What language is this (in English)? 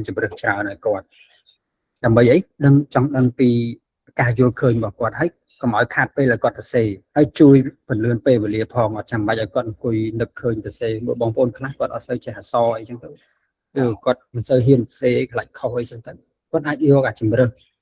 Khmer